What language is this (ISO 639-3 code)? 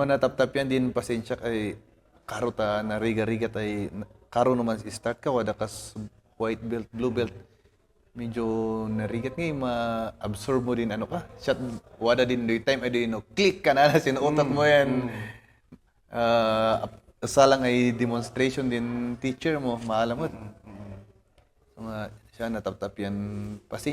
kne